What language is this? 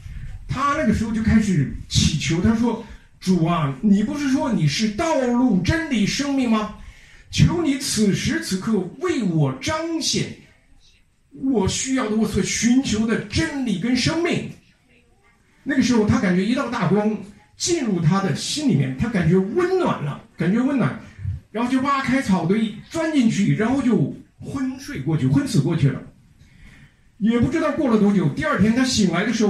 Chinese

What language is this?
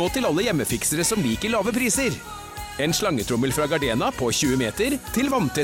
Norwegian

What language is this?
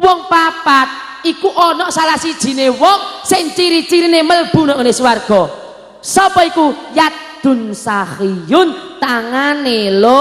Javanese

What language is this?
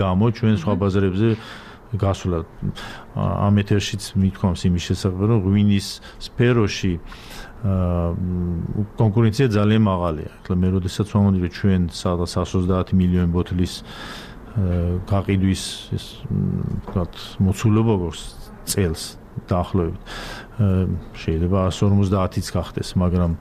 Georgian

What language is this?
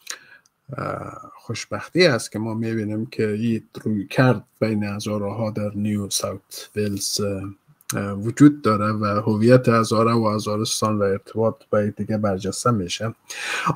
Persian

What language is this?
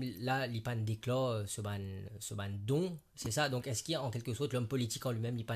Morisyen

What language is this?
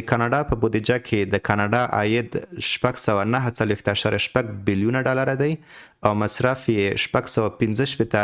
Pashto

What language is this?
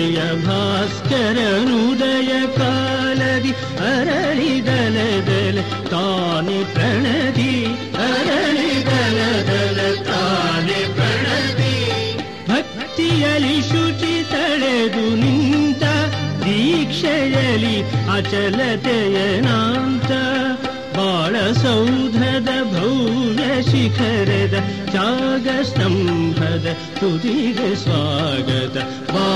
Kannada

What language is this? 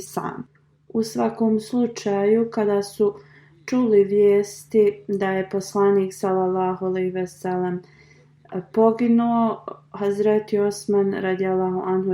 Bosnian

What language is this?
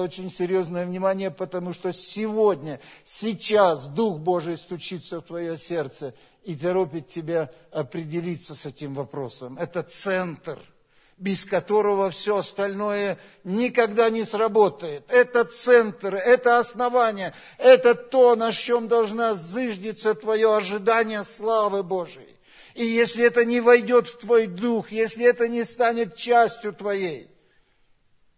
Russian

